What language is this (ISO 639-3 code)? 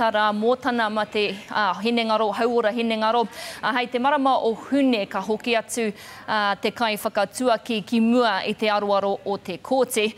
mri